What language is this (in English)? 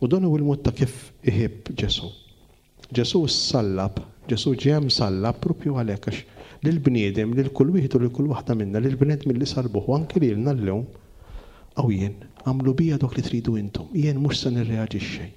Maltese